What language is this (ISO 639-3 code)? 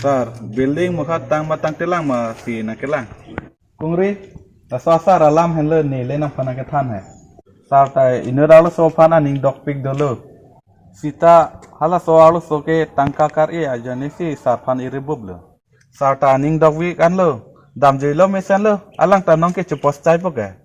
mjw